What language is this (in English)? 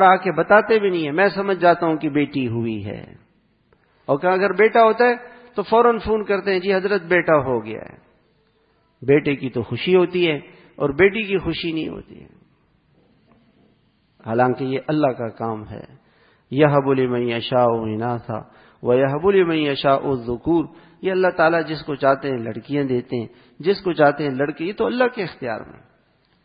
Urdu